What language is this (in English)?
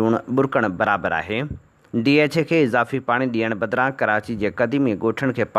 Sindhi